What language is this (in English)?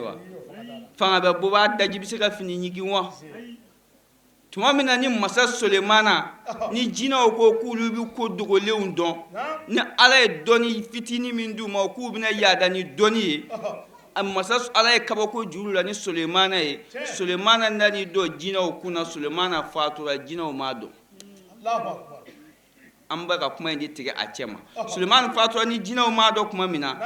Bambara